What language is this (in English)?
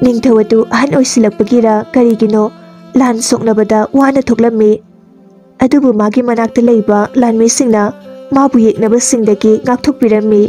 Manipuri